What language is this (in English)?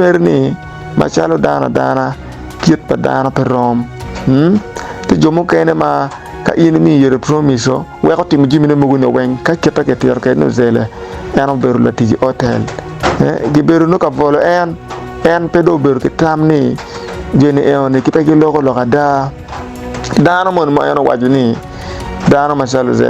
Acoli